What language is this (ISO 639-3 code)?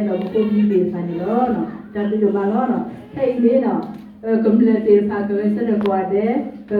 ksw